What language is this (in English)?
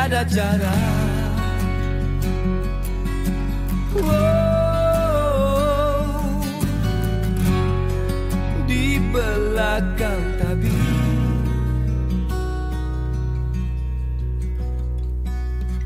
Malay